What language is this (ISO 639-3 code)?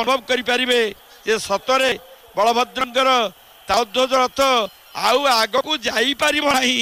ori